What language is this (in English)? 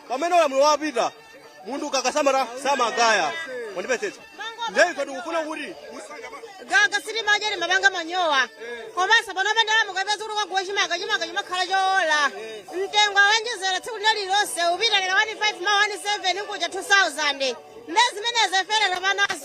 Nyanja